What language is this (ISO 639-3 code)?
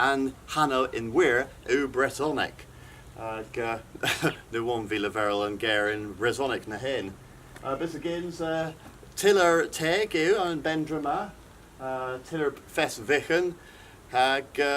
cor